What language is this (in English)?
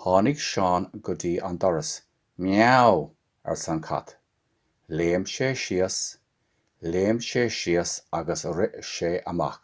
Irish